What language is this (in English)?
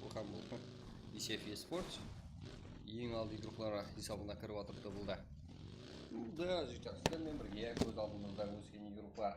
Kara-Kalpak